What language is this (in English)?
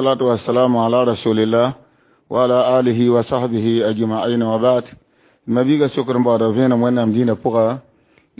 Mossi